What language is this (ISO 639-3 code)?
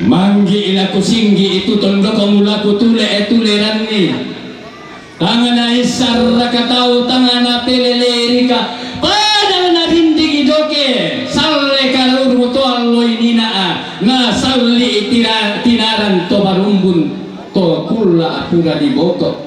sda